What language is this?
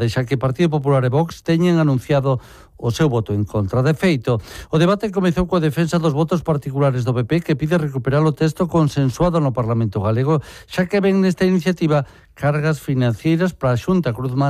Galician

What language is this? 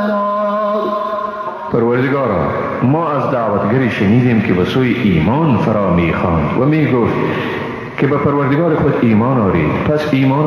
Persian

